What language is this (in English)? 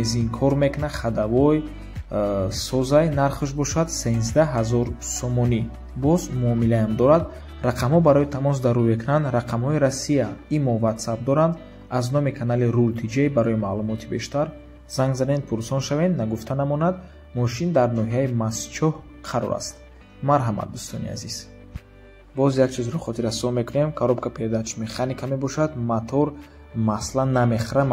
Tajik